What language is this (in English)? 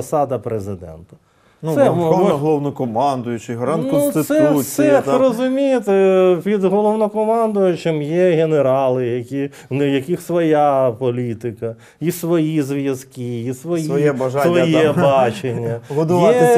Ukrainian